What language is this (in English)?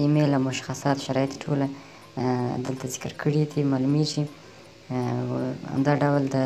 Pashto